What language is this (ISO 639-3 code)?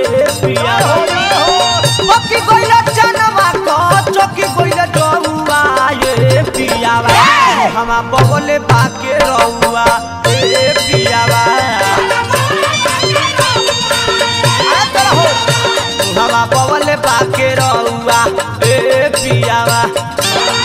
bho